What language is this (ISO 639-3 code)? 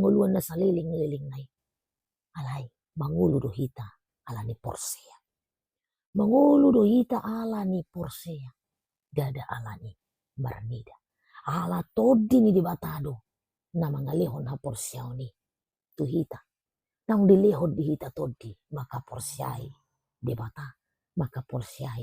bbc